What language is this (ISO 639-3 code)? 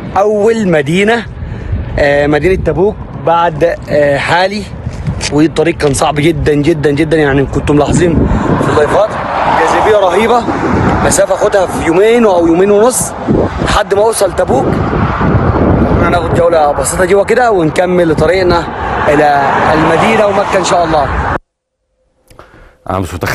arz